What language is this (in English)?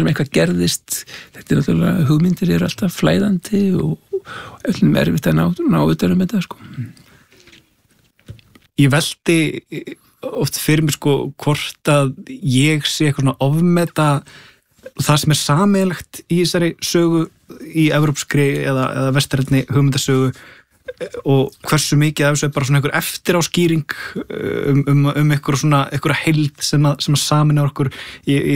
Icelandic